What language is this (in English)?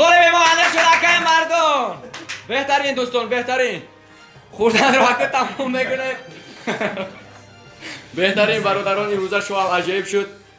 Tajik